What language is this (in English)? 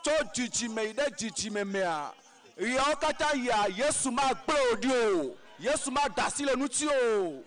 Ewe